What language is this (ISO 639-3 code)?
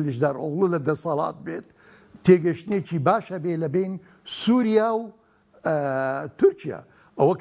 ckb